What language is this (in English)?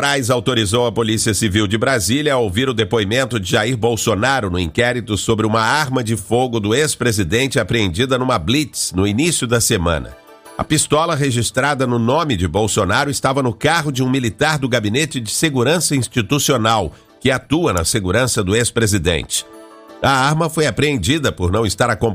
Portuguese